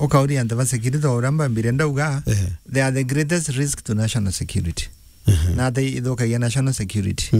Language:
Meru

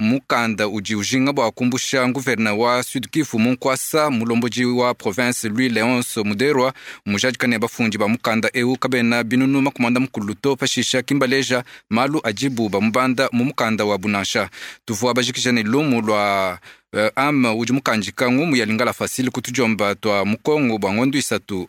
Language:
Luba-Lulua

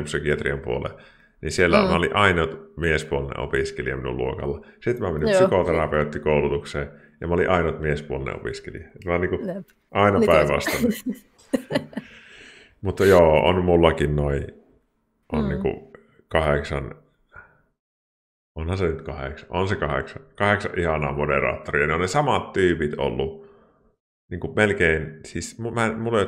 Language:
Finnish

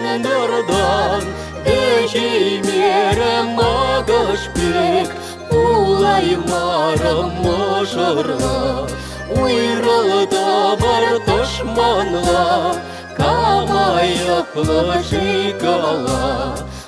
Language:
Chuvash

